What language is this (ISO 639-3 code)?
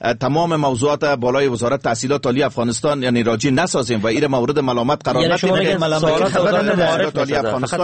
fas